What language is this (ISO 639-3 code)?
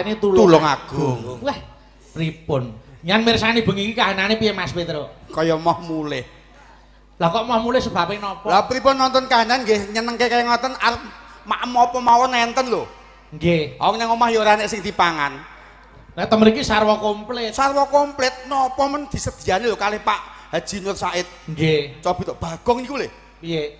jav